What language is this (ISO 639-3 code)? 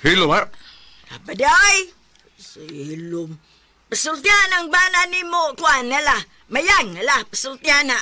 ceb